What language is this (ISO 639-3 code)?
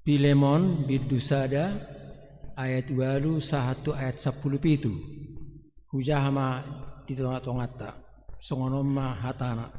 bbc